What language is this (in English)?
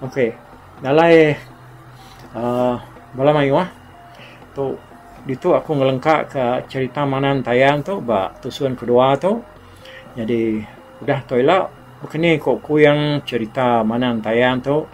Iban